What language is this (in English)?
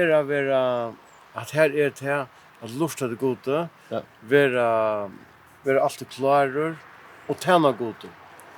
Faroese